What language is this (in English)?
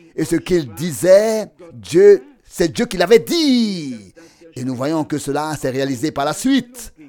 French